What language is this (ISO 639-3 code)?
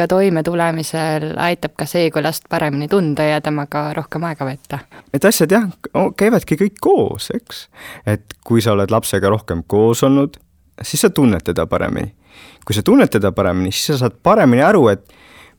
est